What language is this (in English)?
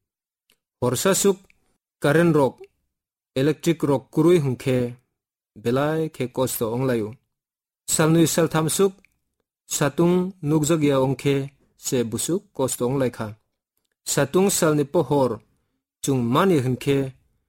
Kok Borok